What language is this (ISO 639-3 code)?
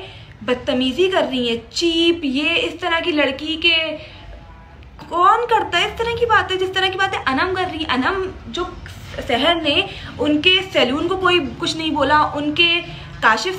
hin